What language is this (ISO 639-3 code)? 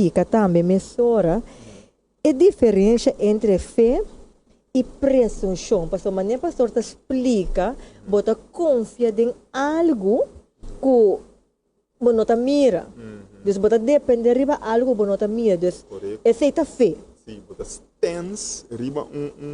pap